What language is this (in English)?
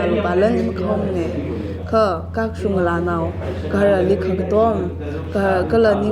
Tangkhul Naga (India)